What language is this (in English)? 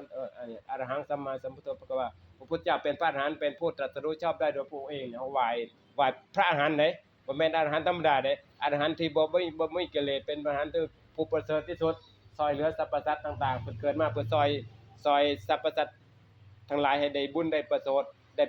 Northeastern Thai